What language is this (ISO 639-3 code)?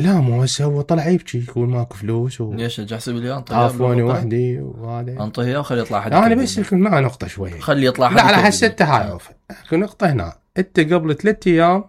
acm